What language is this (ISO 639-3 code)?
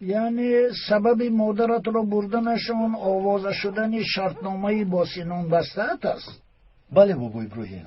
tgk